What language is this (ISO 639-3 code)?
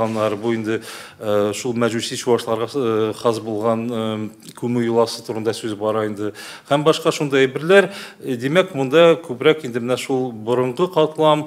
tat